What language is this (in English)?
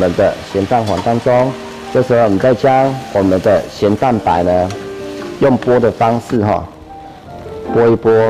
Chinese